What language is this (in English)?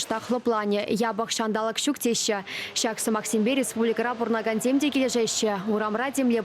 Chuvash